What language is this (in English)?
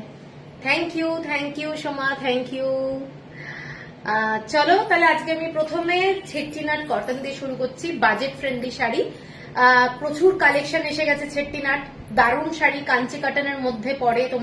Bangla